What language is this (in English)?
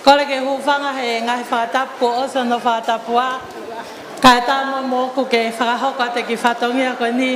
Tongan